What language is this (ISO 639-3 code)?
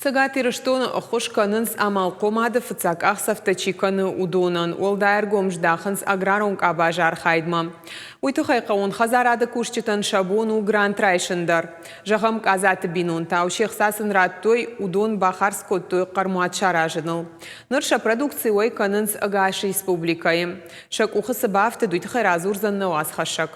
oss